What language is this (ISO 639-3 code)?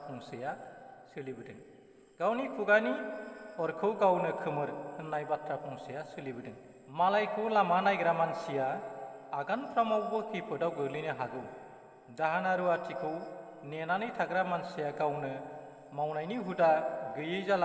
brx